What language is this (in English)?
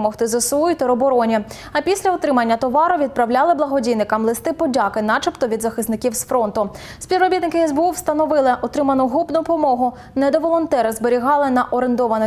Ukrainian